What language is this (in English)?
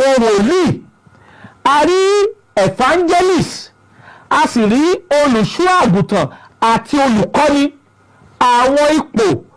Yoruba